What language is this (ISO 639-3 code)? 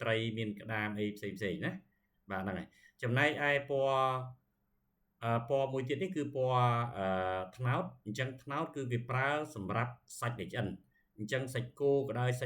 khm